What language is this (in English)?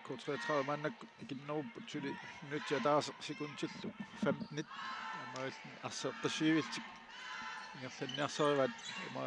Kalaallisut